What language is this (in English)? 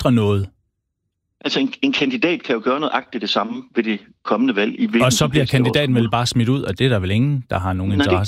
Danish